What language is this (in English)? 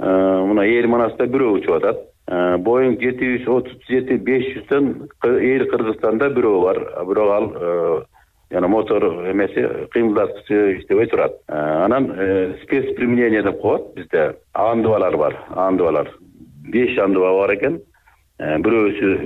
Kyrgyz